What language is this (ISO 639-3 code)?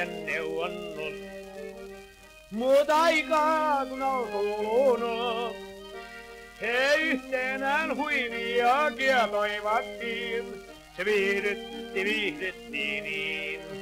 fin